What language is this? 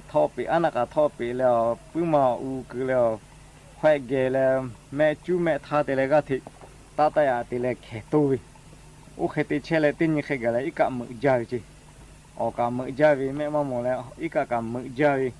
Lahu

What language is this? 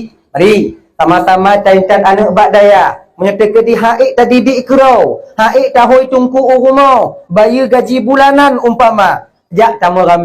Achinese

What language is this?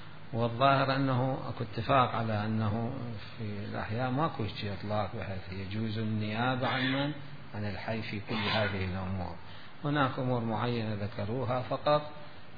Mesopotamian Arabic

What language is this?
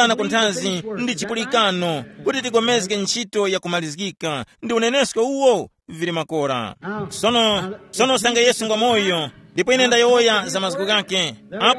Tumbuka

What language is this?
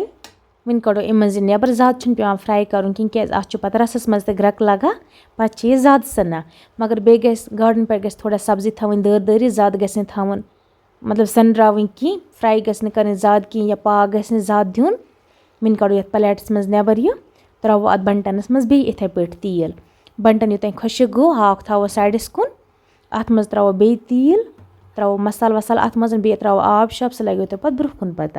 Kashmiri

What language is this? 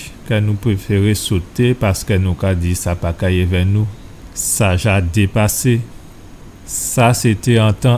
Guadeloupean Creole French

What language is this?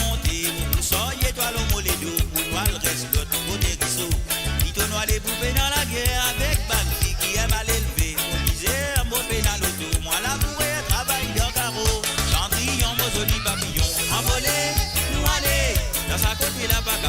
Morisyen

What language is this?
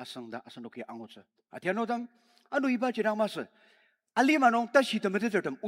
Ao Naga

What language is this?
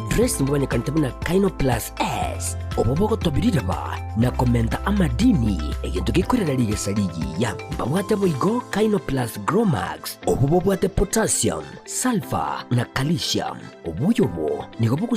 Gusii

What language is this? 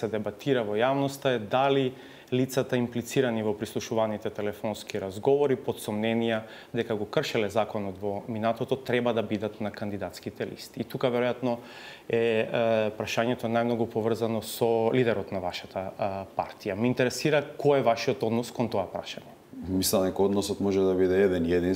Macedonian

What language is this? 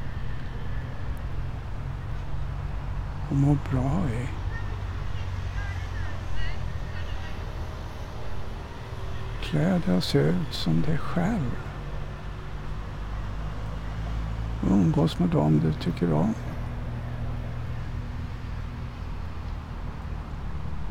Swedish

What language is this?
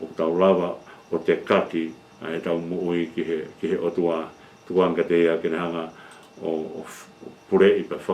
Tongan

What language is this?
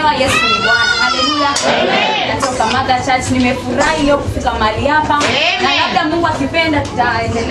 Swahili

